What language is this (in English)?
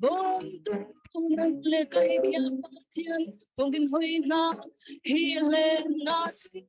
Falam Chin